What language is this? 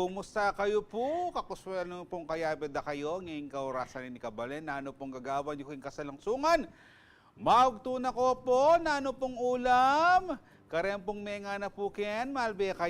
Pampanga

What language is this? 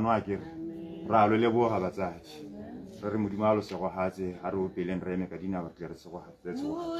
Tswana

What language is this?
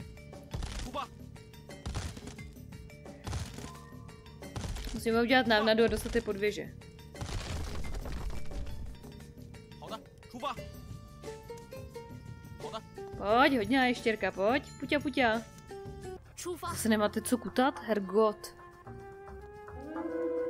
Czech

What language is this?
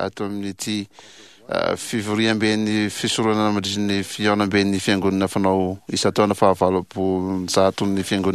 Malagasy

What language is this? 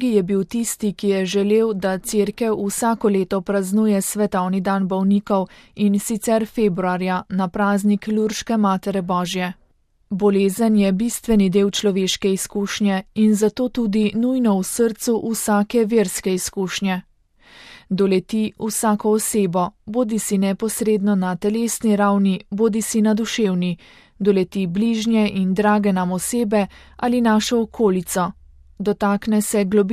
Slovenian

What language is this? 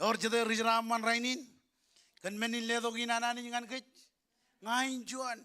Marshallese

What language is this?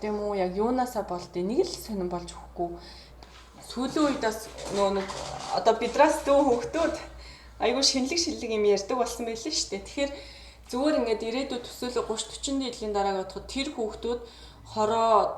Mongolian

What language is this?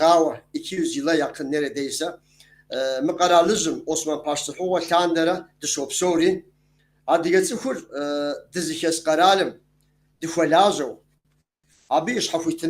Kabardian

